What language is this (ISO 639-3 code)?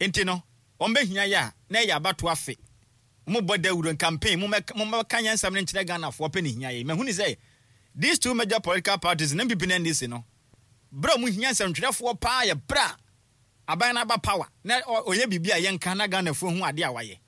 aka